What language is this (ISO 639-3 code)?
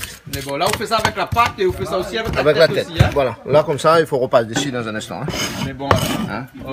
rcf